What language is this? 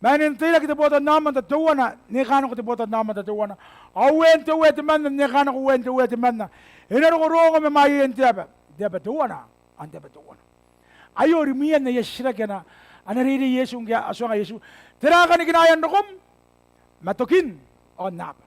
Gilbertese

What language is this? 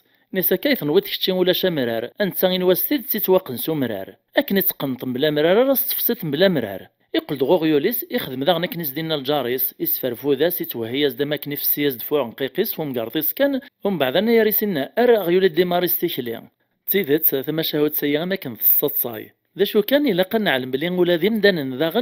Kabyle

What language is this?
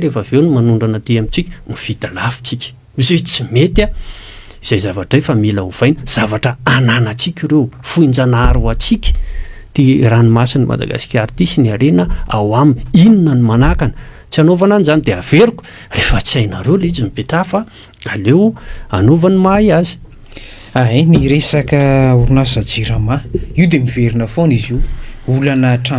Malagasy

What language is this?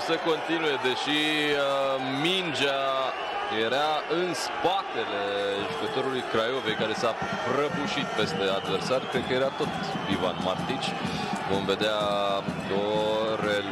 Romanian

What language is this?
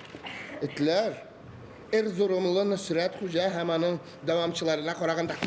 Tatar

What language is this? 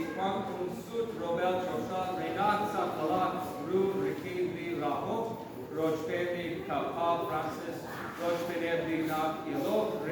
Kekchí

